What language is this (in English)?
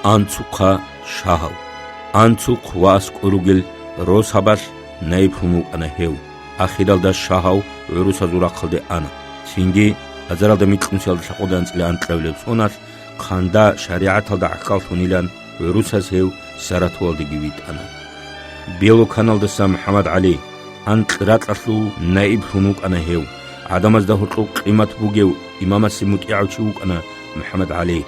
Avaric